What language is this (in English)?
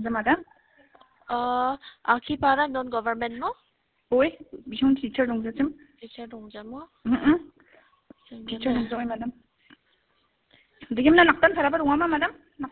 Khasi